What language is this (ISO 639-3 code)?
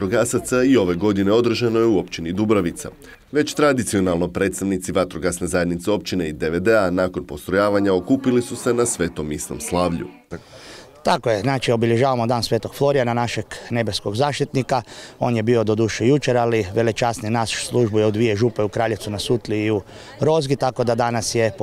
hrv